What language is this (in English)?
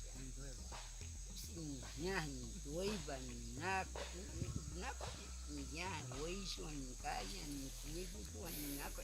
Cogui